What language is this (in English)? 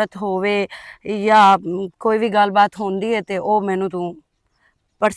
Western Panjabi